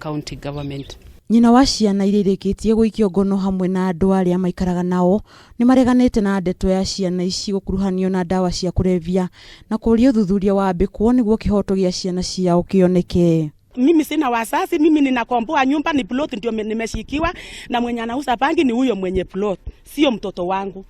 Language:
Kikuyu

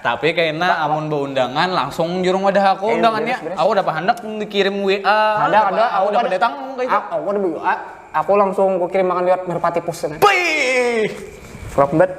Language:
Banjar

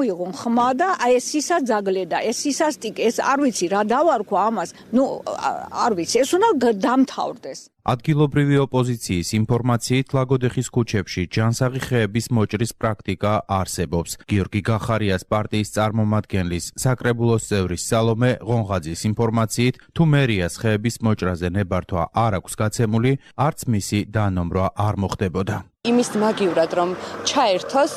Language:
Georgian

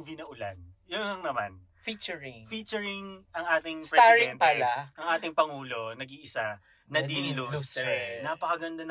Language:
Filipino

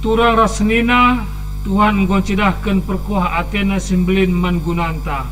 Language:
Batak Karo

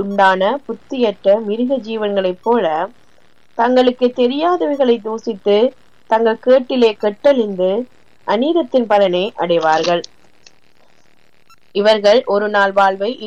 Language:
Tamil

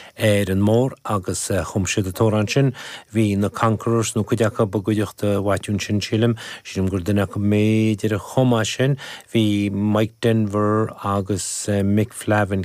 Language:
Irish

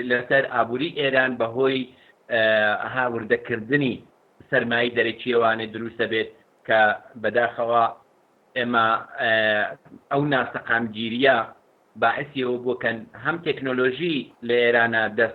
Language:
Central Kurdish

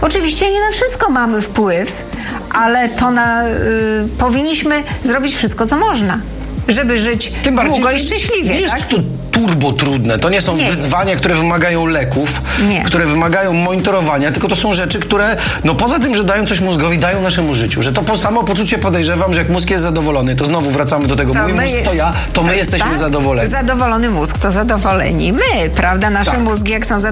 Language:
Polish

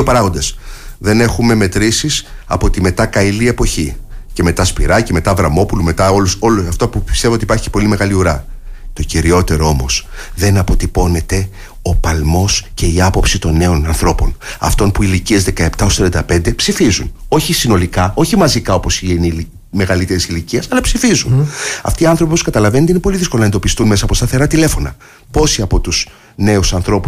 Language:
Greek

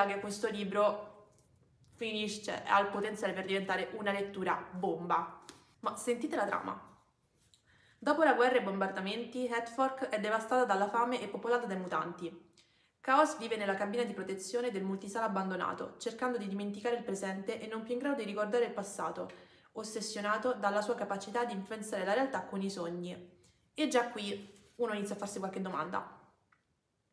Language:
Italian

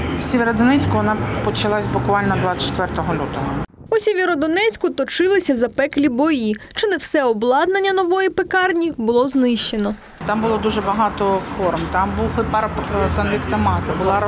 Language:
Ukrainian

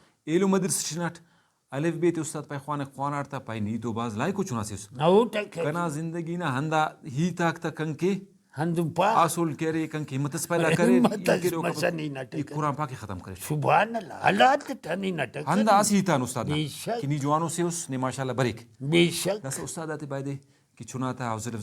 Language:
Brahui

